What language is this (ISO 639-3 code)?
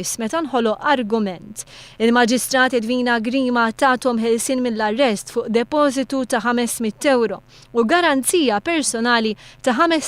mlt